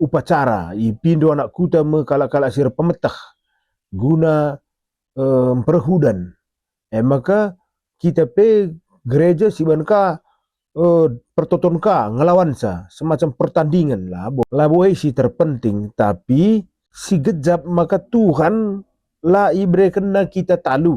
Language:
Batak Karo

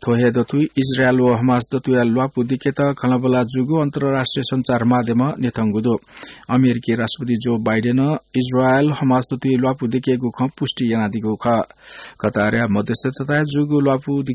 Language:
Newari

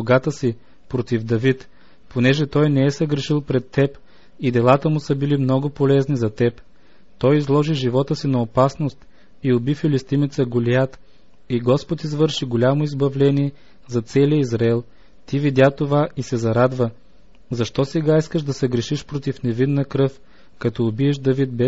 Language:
Bulgarian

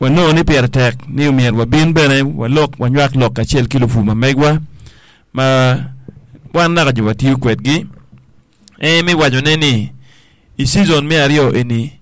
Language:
Acoli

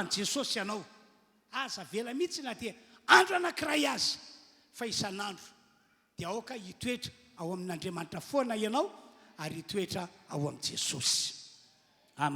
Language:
Malagasy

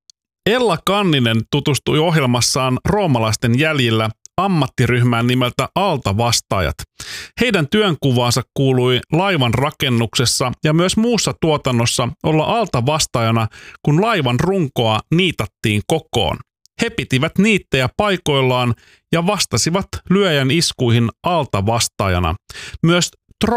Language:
Finnish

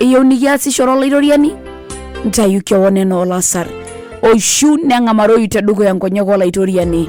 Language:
Masai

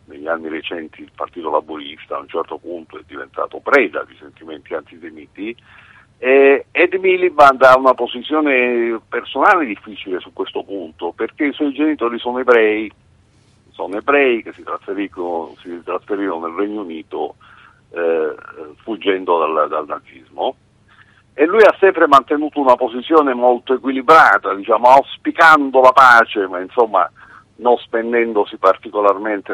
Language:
Italian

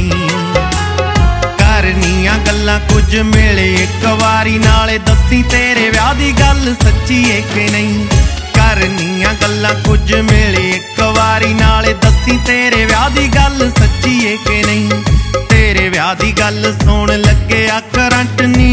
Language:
Punjabi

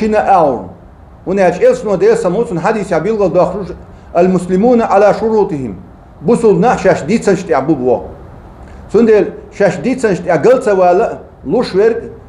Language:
Chechen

